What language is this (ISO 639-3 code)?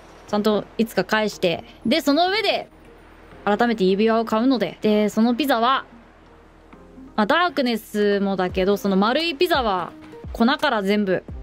jpn